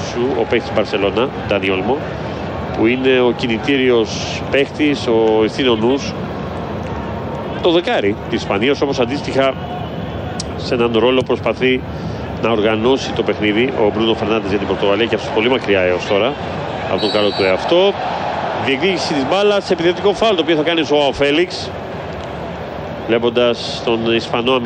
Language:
Greek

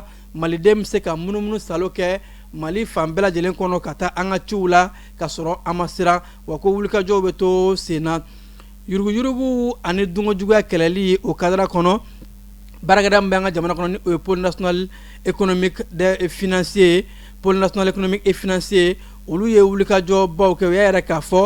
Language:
Bambara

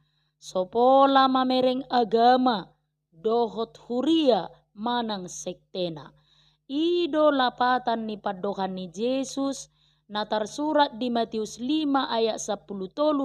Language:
Batak Toba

